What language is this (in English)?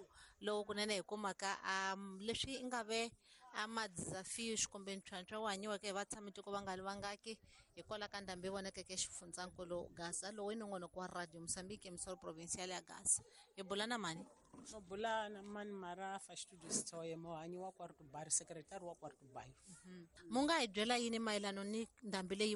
Tsonga